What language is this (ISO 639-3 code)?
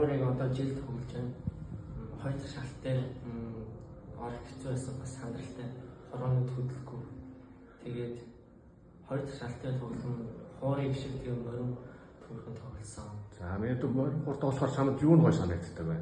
mon